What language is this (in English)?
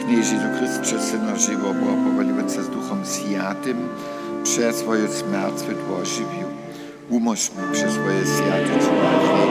Upper Sorbian